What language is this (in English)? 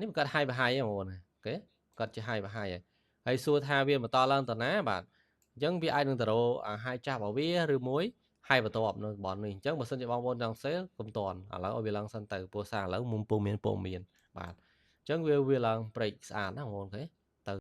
Khmer